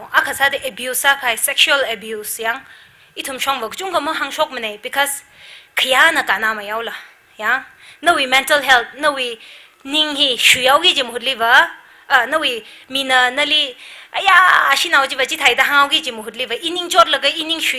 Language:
Tangkhul Naga (India)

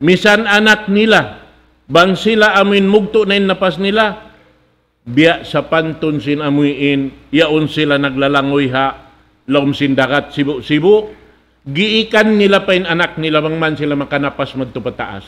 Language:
Tausug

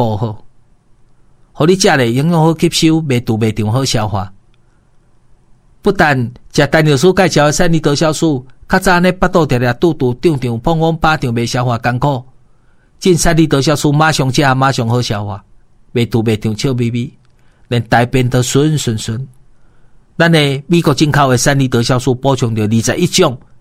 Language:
Min Nan Chinese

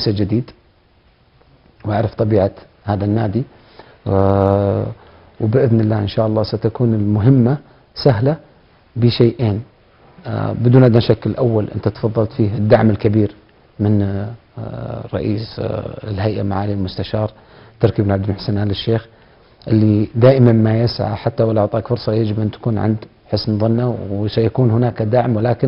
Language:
Arabic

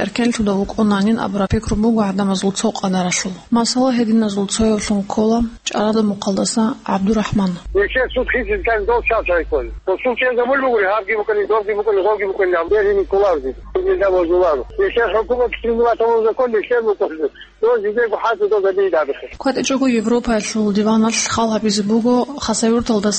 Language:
Avaric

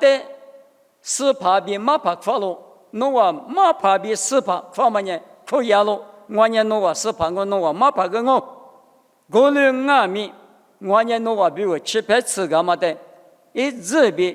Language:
Lisu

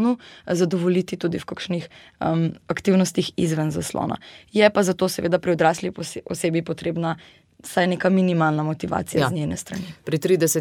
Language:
Slovenian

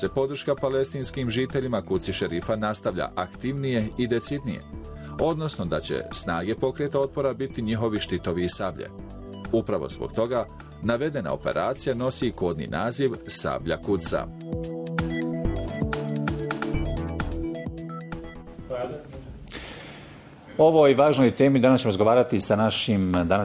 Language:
Bosnian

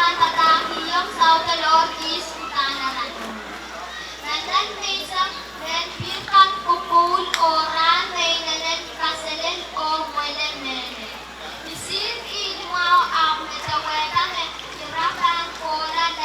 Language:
Pohnpeian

